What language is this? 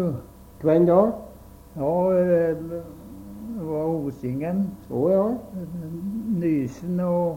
Norwegian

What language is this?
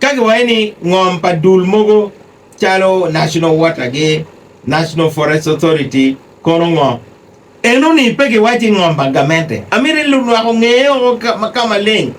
Acoli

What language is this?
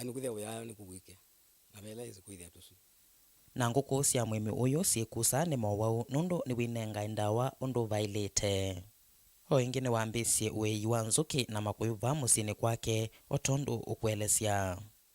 Kamba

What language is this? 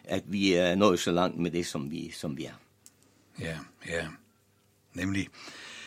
Danish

